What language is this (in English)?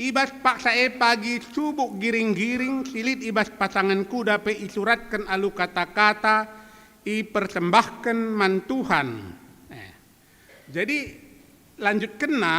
Batak Karo